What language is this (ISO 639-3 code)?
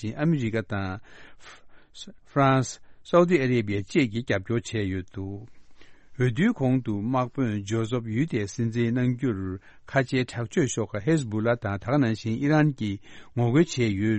bod